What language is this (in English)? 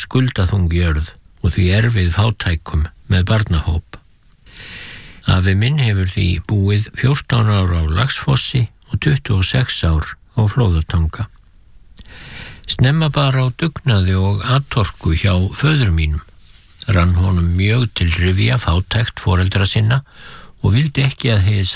Icelandic